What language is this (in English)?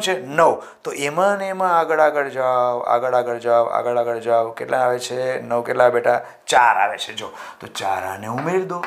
Gujarati